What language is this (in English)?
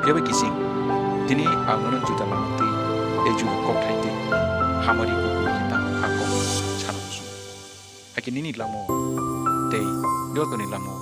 Kok Borok